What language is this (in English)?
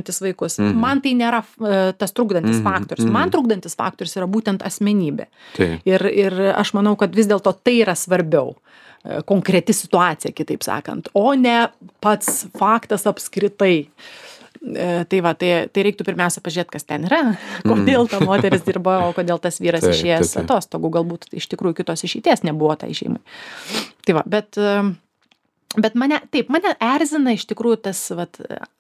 Lithuanian